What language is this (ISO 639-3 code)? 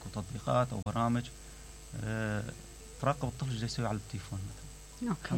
acm